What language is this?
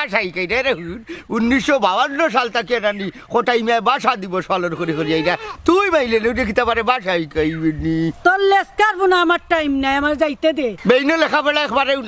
Sylheti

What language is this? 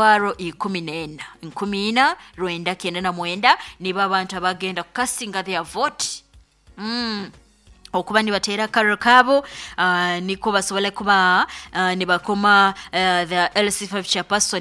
Nyoro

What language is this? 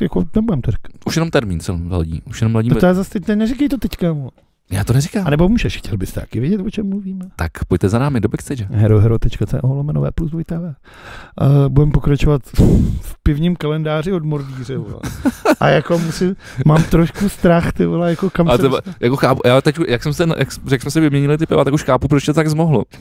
Czech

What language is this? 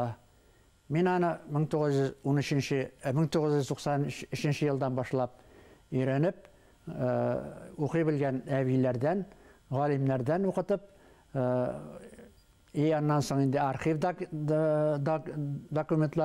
Bashkir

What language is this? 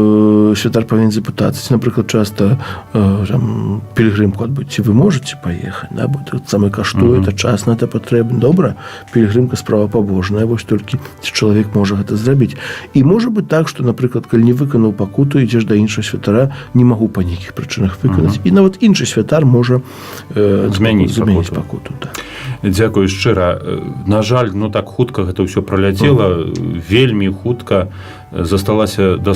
Belarusian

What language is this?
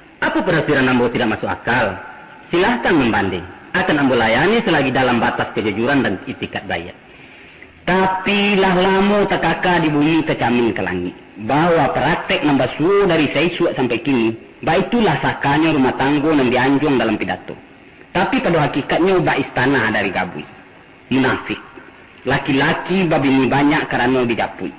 Minangkabau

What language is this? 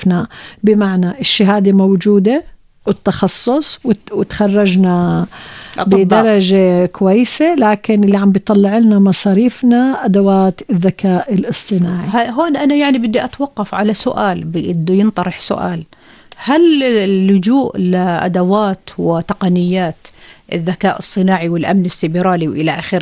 North Levantine Arabic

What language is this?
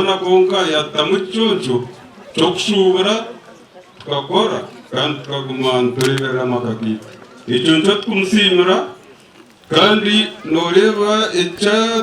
Nyankole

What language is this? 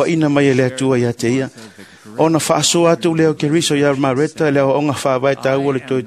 Samoan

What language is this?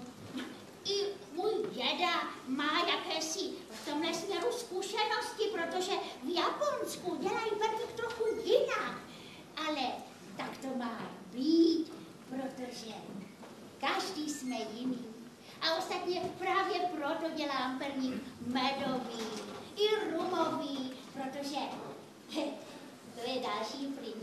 Czech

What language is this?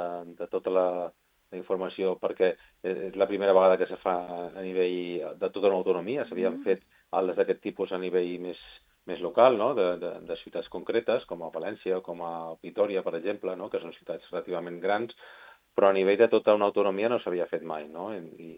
Catalan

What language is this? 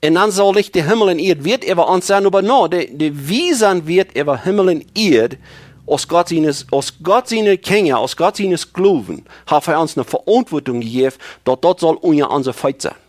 Plautdietsch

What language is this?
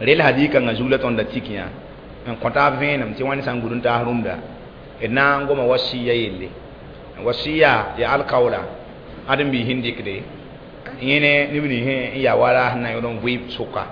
Mossi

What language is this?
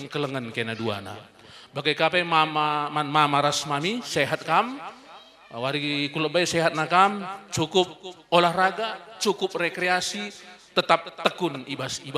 Batak Karo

